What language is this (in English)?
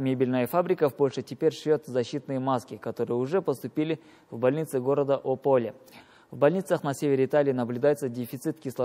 Russian